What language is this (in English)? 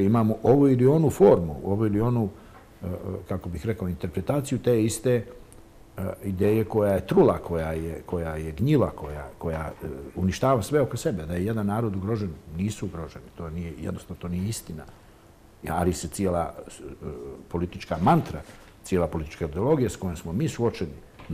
Bosnian